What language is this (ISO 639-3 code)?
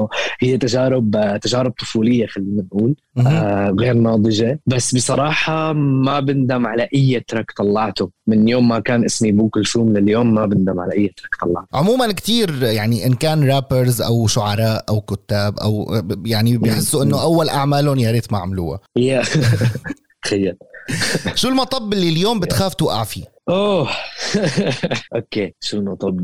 apc